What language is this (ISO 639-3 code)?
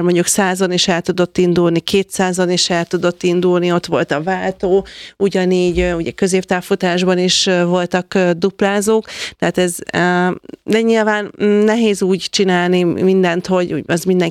hun